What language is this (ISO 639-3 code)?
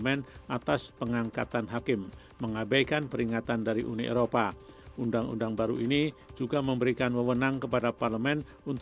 ind